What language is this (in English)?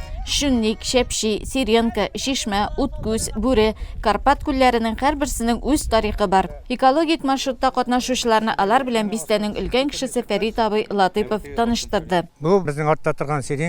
Tatar